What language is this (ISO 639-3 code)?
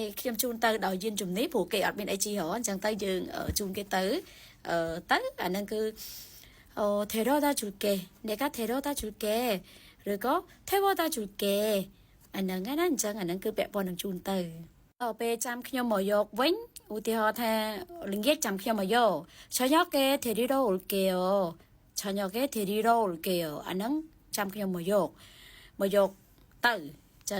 khm